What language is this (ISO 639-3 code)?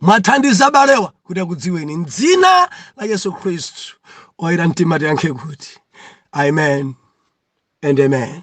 nya